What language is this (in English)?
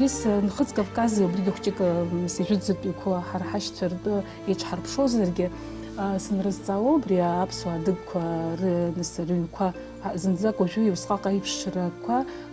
Abkhazian